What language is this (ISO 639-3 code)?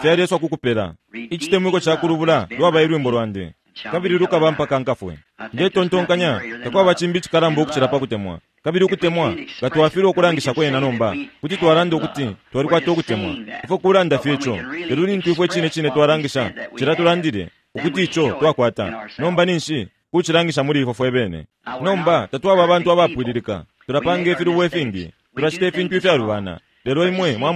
bem